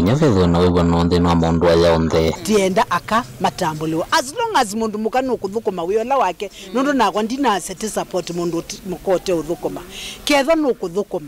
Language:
Kamba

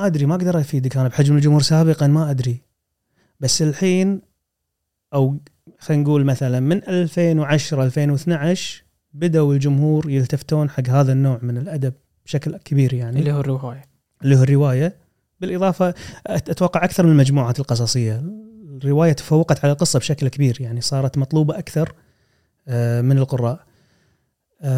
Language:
Gulf Arabic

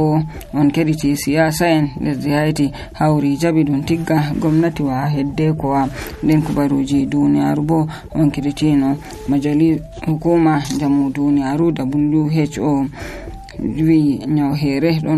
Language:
Nigerian Fulfulde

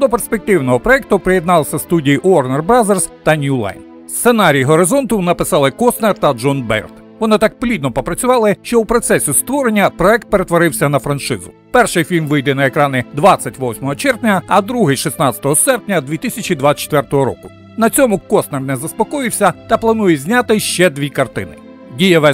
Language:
Ukrainian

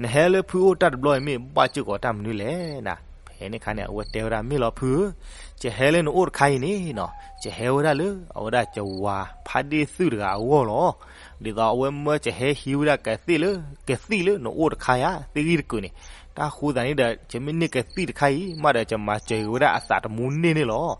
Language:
S'gaw Karen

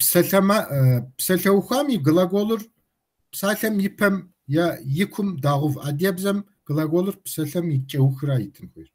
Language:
Kabardian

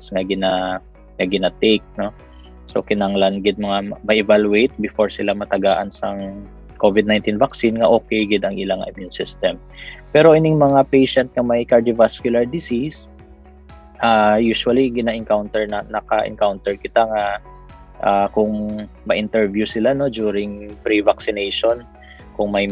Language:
Hiligaynon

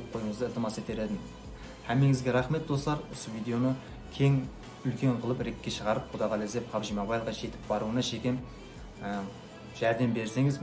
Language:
Kara-Kalpak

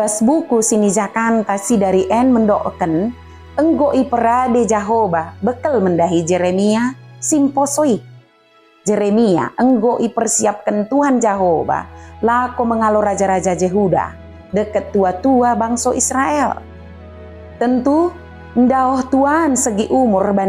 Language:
Batak Dairi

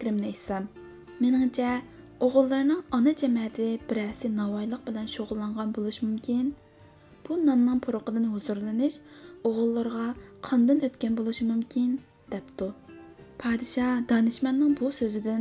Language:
Uyghur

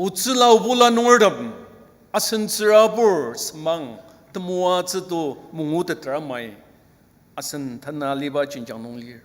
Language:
Ao Naga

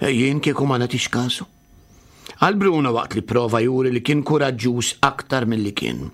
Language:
Maltese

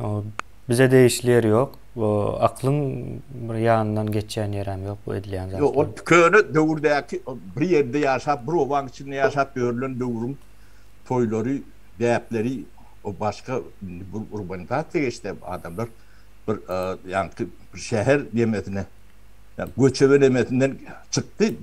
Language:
Turkmen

